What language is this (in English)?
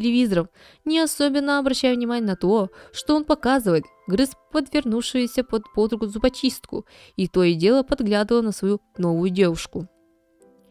Russian